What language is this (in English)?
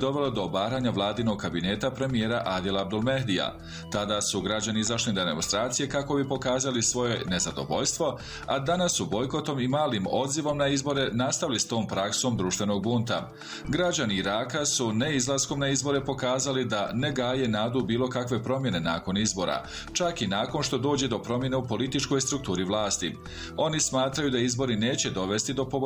Bosnian